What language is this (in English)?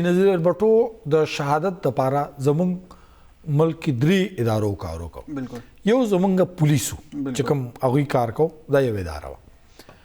Pashto